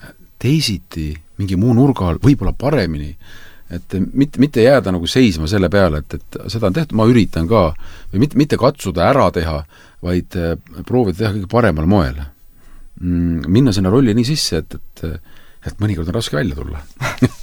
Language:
Estonian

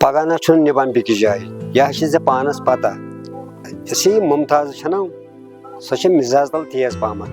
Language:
Kashmiri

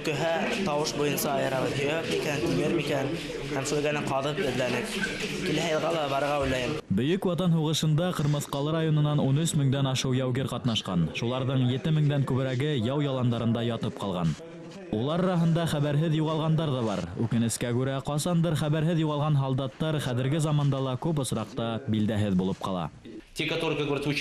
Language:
Bashkir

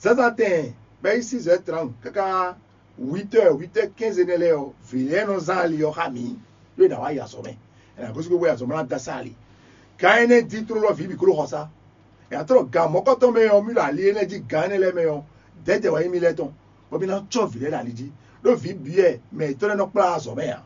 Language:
Fon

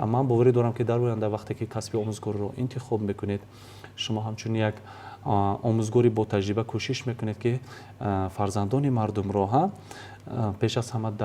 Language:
Tajik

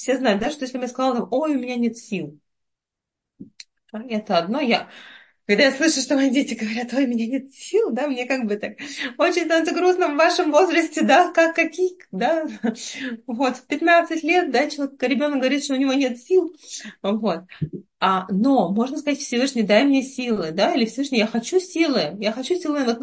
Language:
Russian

